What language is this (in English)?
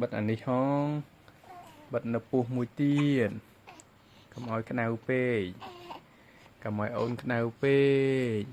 Khmer